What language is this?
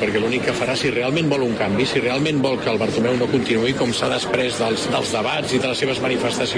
Catalan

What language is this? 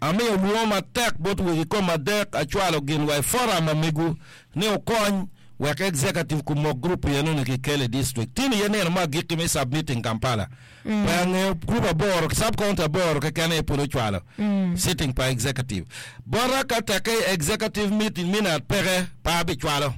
Acoli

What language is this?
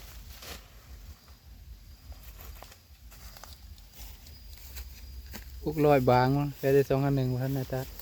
Lao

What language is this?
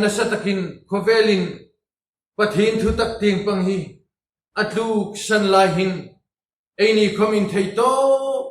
Hmar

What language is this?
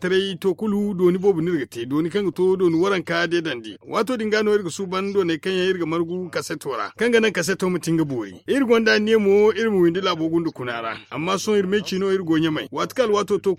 Zarma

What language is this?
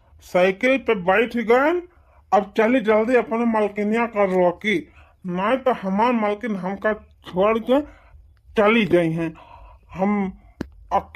Awadhi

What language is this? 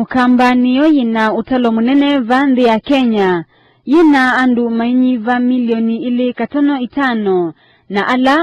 Kamba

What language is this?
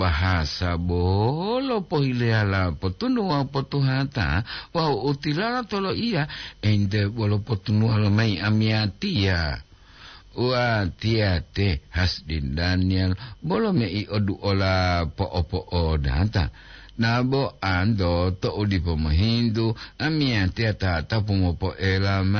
Gorontalo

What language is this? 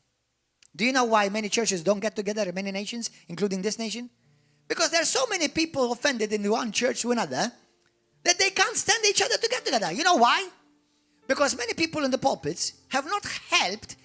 English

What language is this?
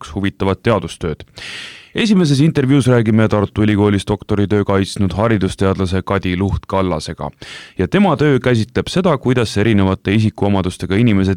Estonian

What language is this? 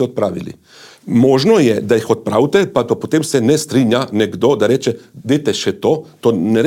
Slovenian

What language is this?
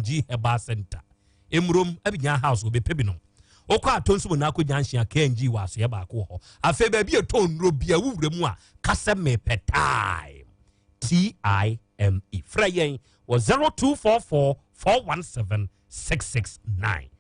Akan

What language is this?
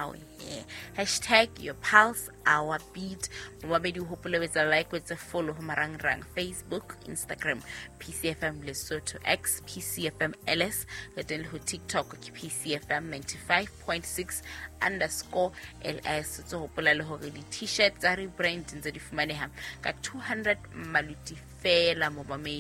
Southern Sotho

